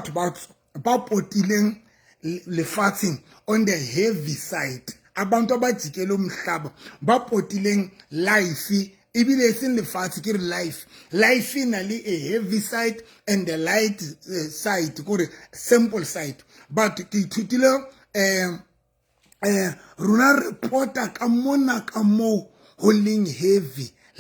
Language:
Southern Sotho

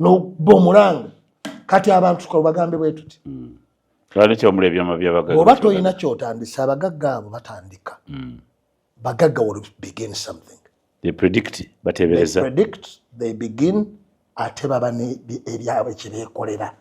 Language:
Ganda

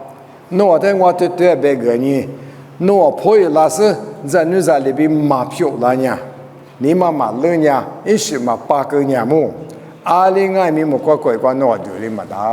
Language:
Lisu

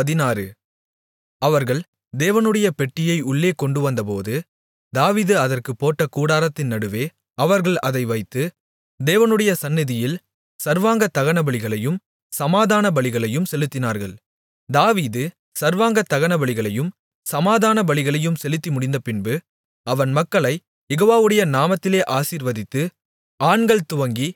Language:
Tamil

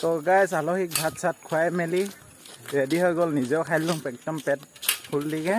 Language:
Assamese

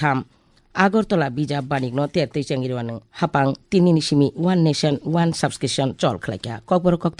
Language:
Kok Borok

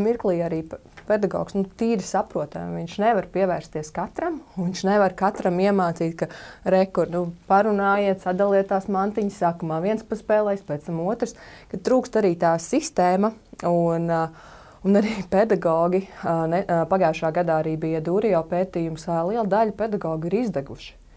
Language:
Latvian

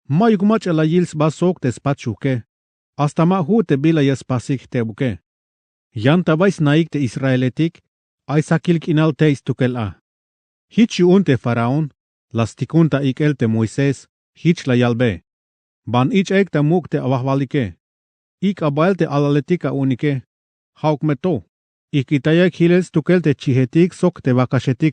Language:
Tzeltal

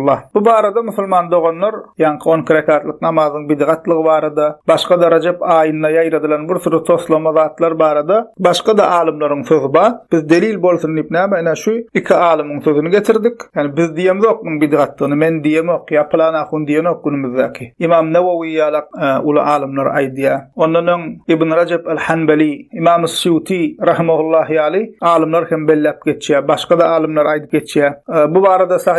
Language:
Turkmen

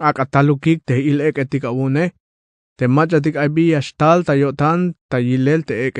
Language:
Tzeltal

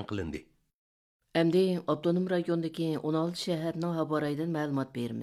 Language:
Uyghur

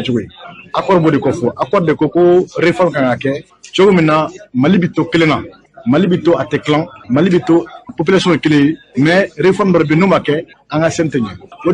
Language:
Bambara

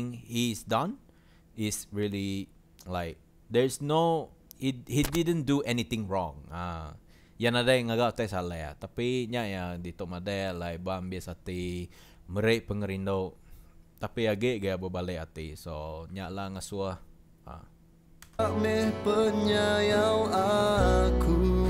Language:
Iban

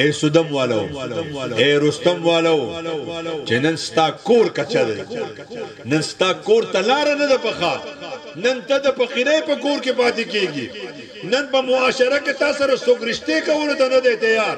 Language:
Pashto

